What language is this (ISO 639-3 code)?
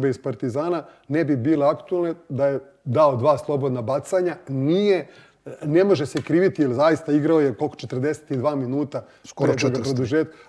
srp